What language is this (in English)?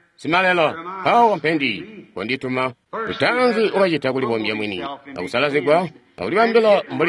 Tonga (Zambia)